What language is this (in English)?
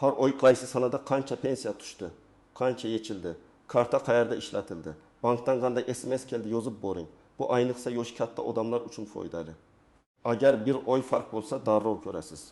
Uzbek